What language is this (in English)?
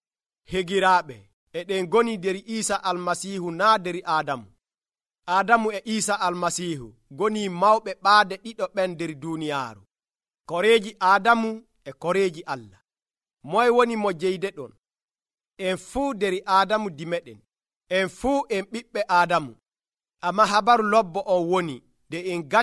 Nigerian Fulfulde